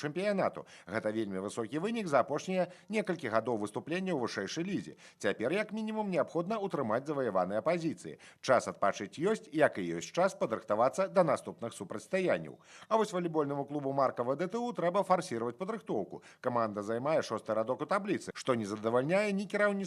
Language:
Belarusian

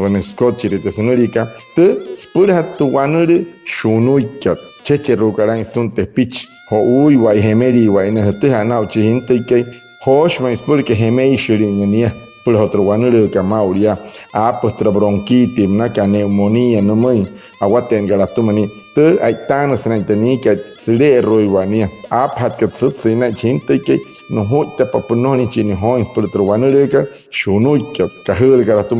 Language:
Wayuu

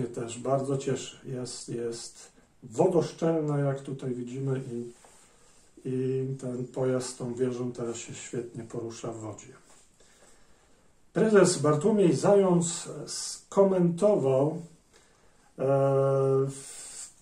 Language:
Polish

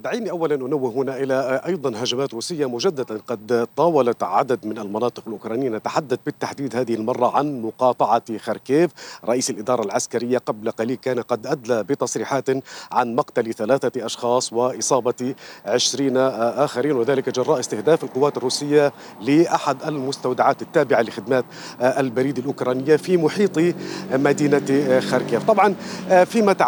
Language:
Arabic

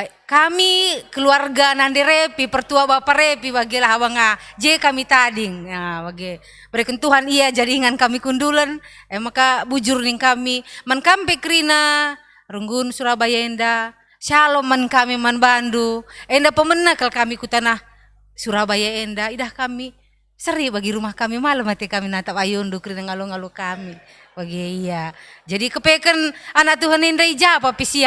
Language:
Batak Karo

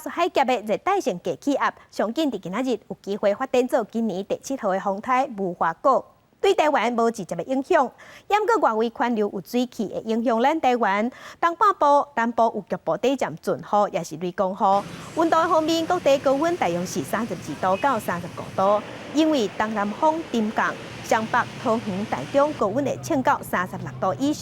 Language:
Min Nan Chinese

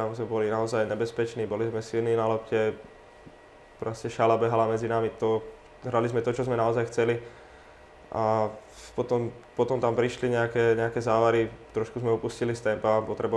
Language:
Slovak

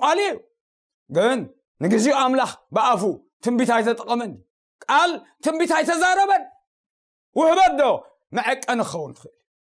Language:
Tigrinya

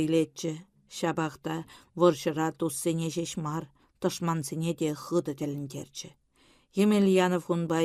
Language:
Chuvash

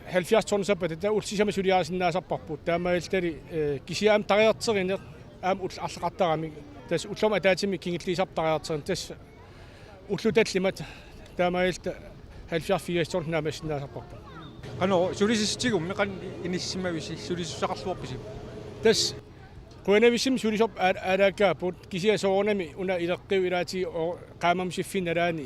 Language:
Kalaallisut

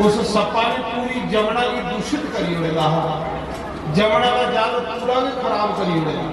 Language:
Dogri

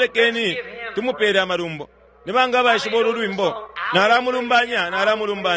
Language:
Bemba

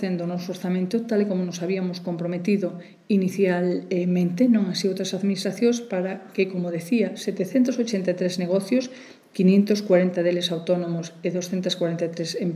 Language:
Galician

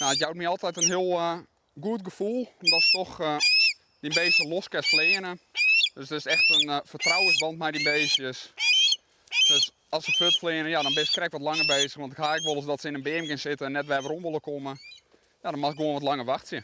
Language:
Western Frisian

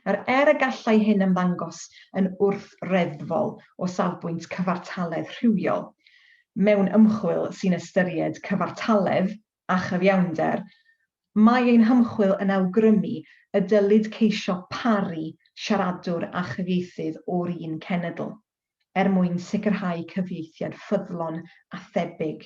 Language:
Welsh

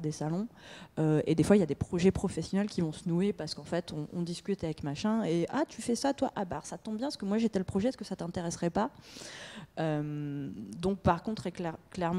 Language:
French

